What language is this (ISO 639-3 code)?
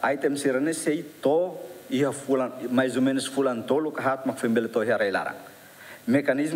tet